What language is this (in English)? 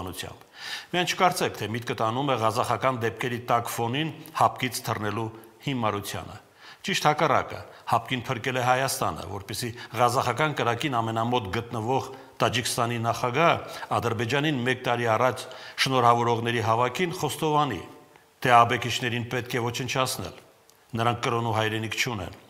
Armenian